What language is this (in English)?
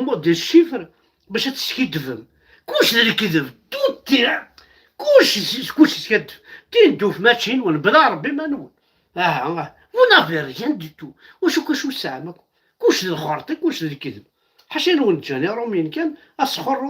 Kabyle